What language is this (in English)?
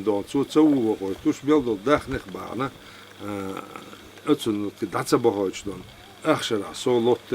Chechen